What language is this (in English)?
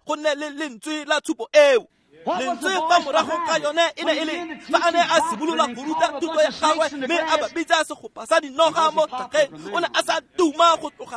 Tswana